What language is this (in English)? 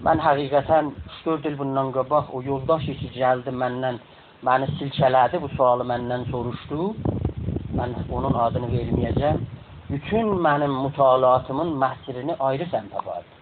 South Azerbaijani